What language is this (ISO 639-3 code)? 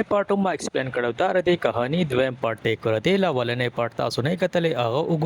pus